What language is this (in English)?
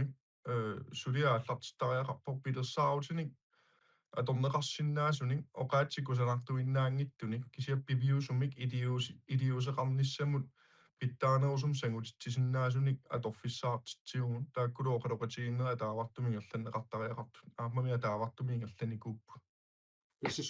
Kalaallisut